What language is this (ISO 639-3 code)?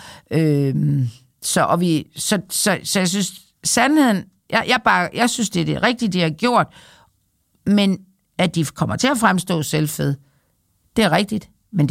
dan